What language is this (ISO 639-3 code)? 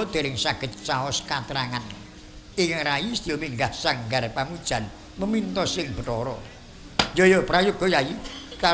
jav